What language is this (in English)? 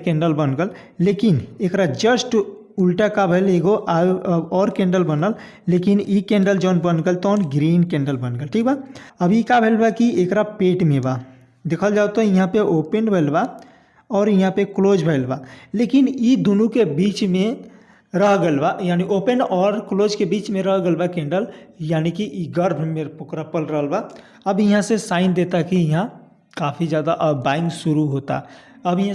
Bhojpuri